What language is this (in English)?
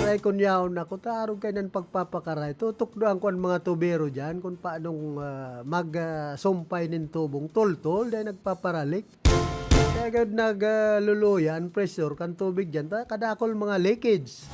Bikol